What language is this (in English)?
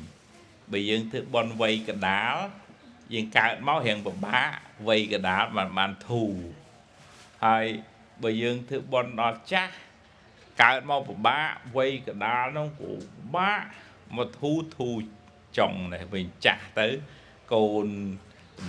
Khmer